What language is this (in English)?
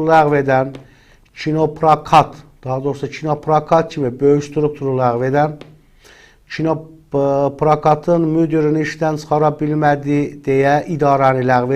Azerbaijani